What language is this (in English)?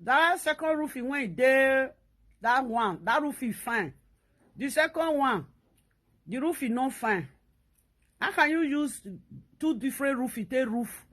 Nigerian Pidgin